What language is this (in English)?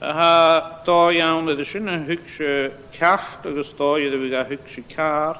Scottish Gaelic